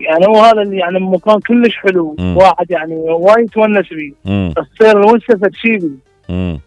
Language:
Mesopotamian Arabic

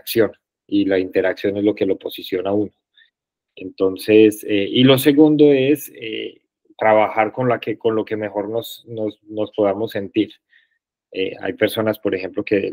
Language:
Spanish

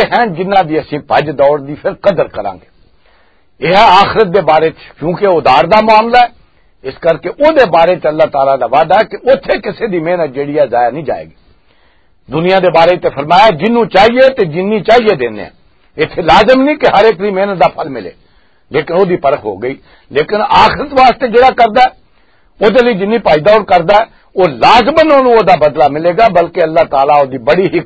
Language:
Western Panjabi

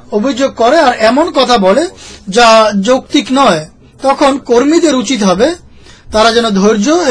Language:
Bangla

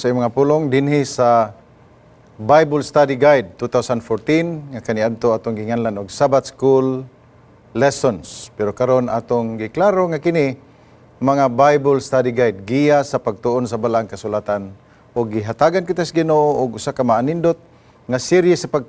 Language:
Cebuano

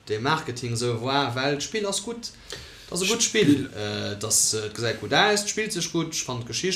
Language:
Luxembourgish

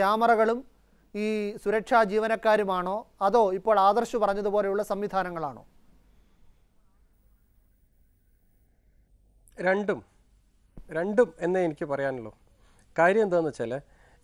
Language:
Malayalam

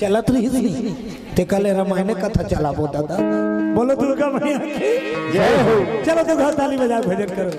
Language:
Chhattisgarhi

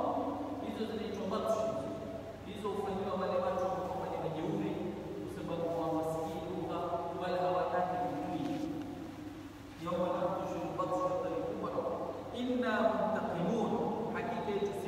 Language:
Swahili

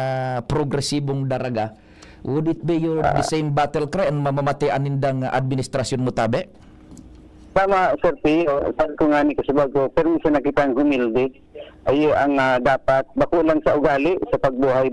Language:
Bikol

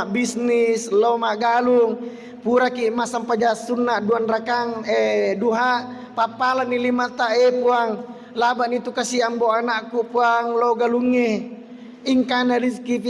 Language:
Buginese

